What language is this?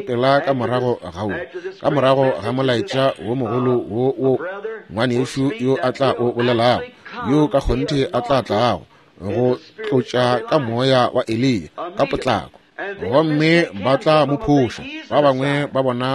Northern Sotho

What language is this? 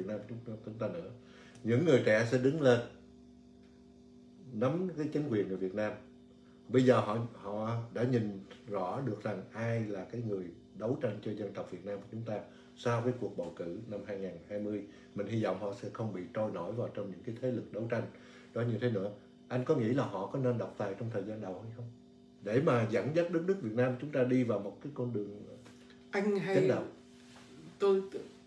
Vietnamese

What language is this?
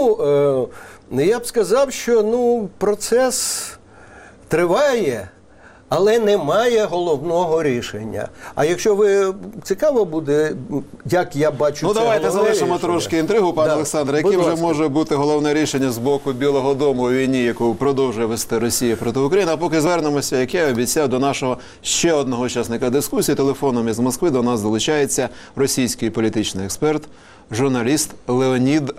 Ukrainian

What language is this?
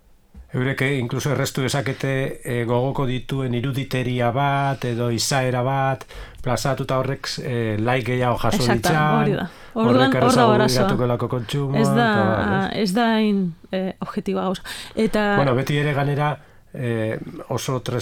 Basque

